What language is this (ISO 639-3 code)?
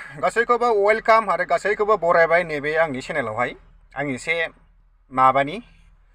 brx